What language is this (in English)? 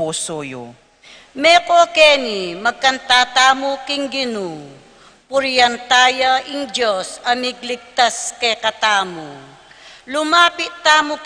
Pampanga